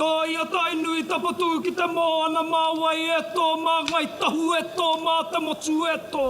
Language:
Māori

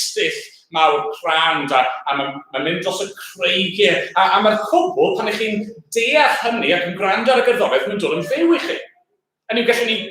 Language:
Welsh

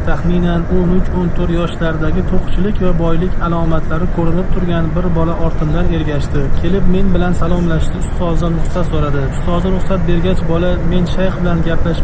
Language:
Uzbek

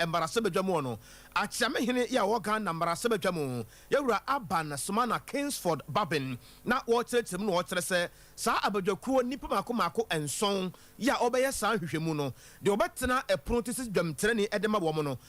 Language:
Akan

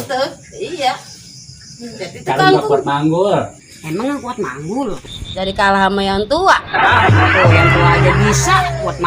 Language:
Betawi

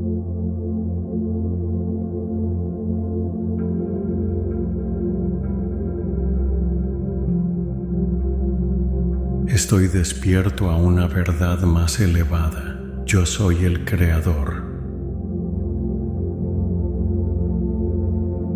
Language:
Spanish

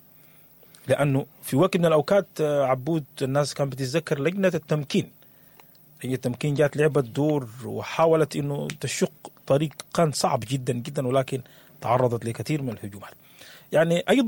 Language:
Sudanese Arabic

